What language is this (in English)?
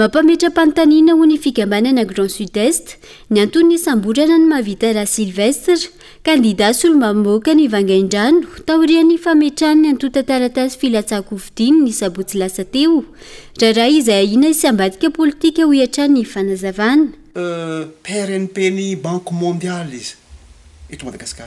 Malagasy